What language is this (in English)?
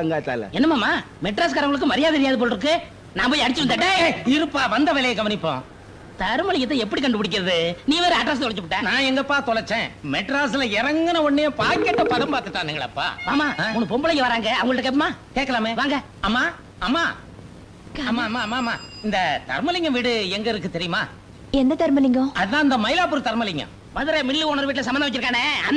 Tamil